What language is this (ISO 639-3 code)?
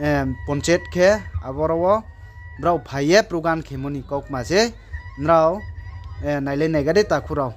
ria